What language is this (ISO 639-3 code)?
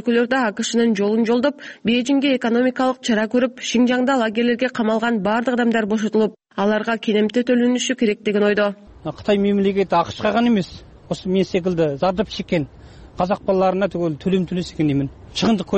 kir